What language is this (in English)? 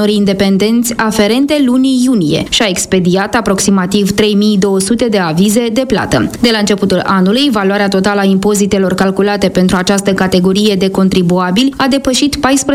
Romanian